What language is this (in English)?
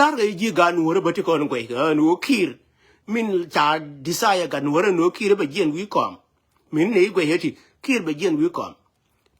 Nuer